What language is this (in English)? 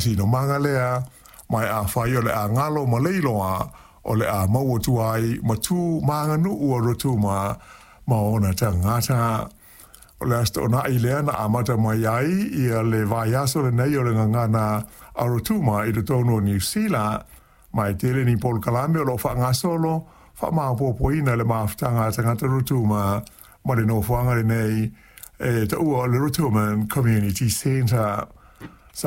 Samoan